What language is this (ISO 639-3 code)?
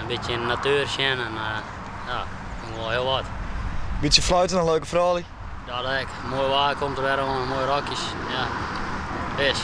fry